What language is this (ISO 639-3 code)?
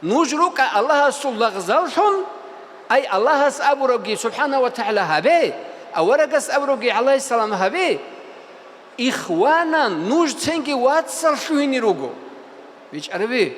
ava